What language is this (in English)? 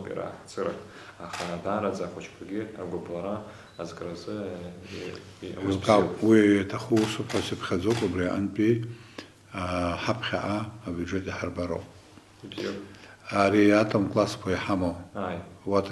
Abkhazian